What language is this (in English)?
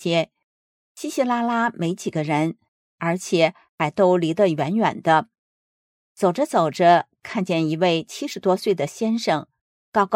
Chinese